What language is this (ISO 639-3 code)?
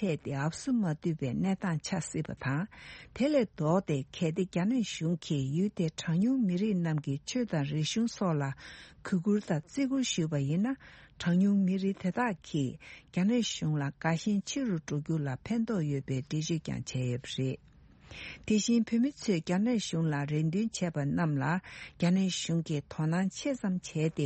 bod